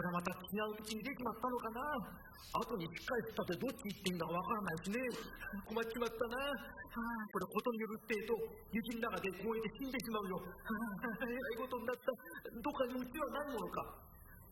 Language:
Japanese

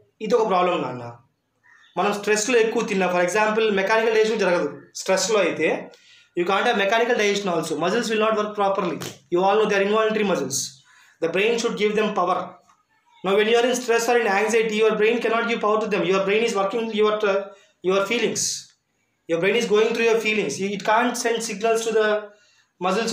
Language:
Telugu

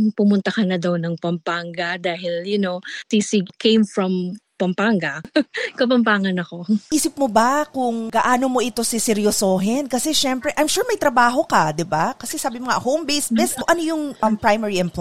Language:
Filipino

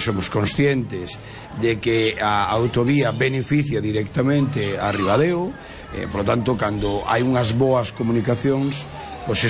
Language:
Galician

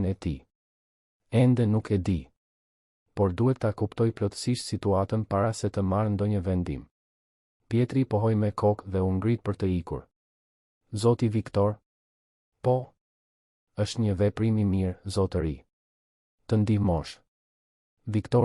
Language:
Albanian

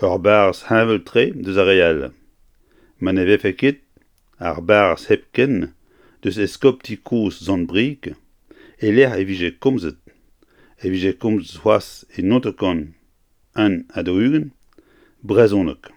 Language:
Breton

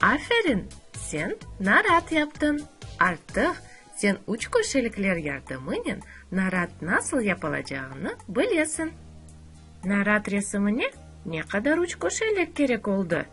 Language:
Crimean Tatar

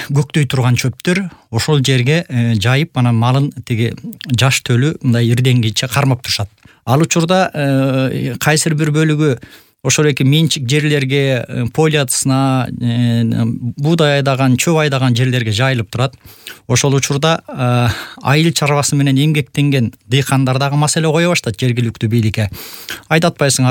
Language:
Kyrgyz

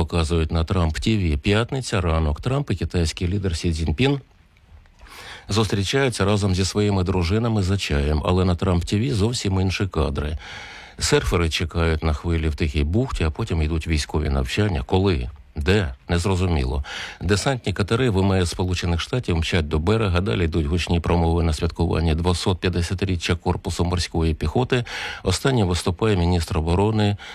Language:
Ukrainian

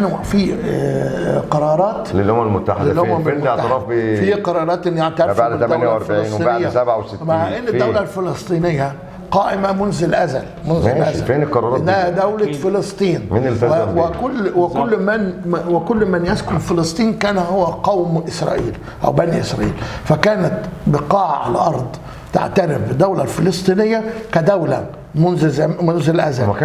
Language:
Egyptian Arabic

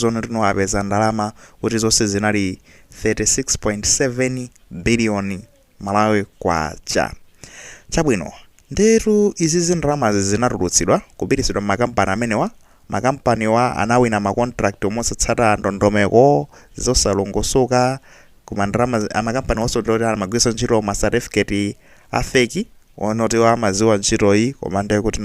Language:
Nyanja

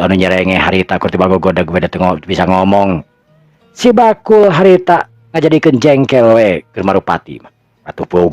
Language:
Sundanese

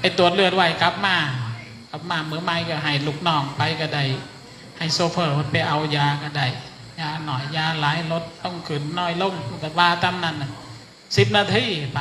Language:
Northeastern Thai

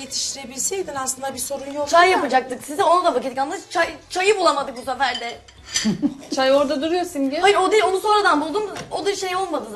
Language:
Turkish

